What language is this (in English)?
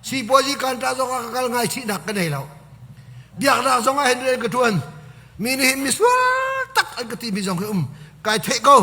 Hakha Chin